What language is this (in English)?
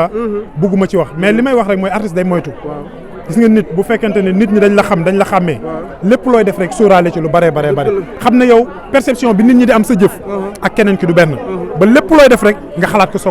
Wolof